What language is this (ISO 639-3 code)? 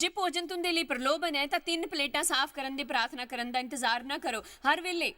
doi